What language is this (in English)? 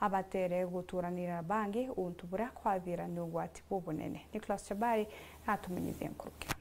Meru